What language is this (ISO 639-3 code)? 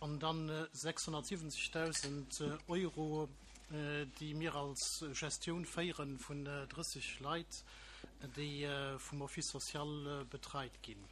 ltz